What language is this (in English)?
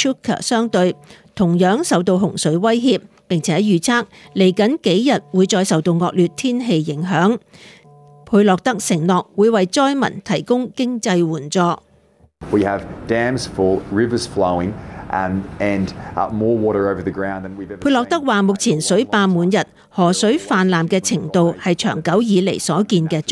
Cantonese